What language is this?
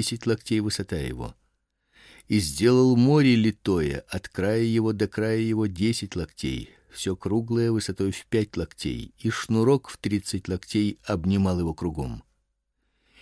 Russian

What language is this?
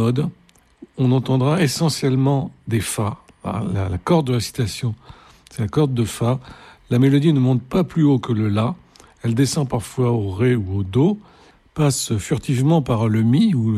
French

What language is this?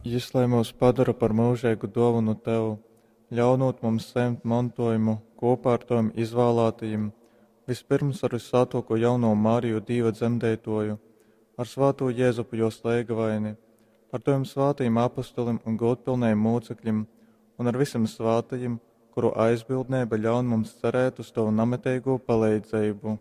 Latgalian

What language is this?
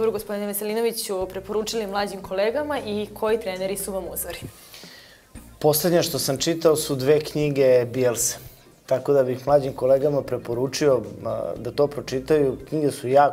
Serbian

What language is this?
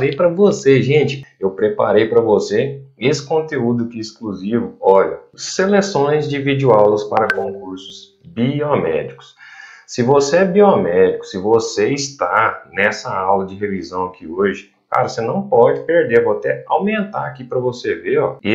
Portuguese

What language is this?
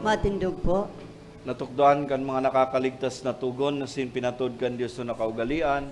Bikol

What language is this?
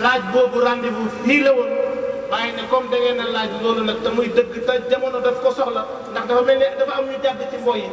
Wolof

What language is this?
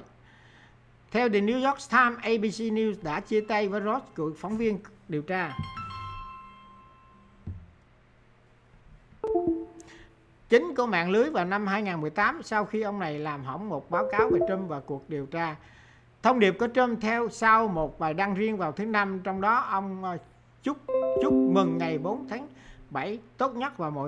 Vietnamese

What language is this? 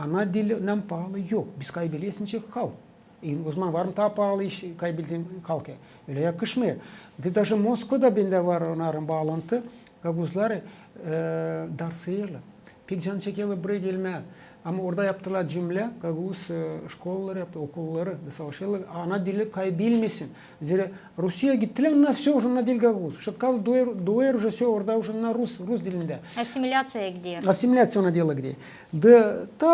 Gagauz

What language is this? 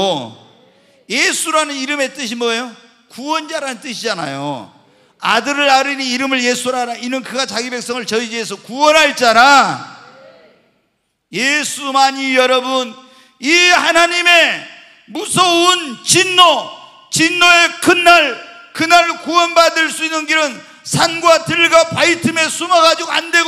Korean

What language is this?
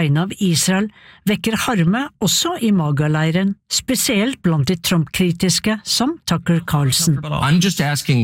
Norwegian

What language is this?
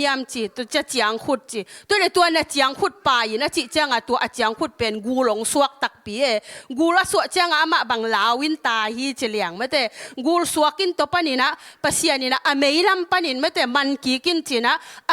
Tedim Chin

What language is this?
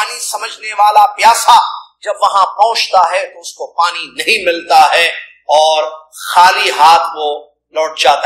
Urdu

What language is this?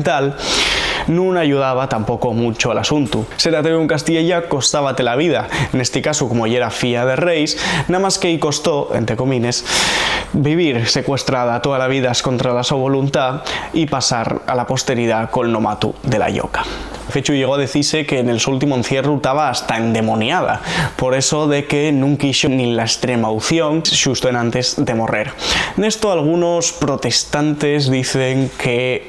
Asturian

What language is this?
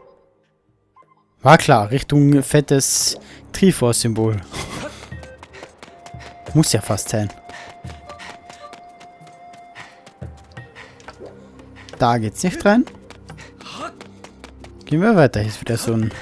German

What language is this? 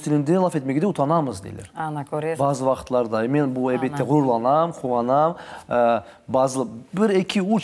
Crimean Tatar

